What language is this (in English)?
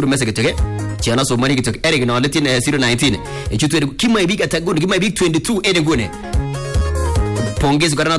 Swahili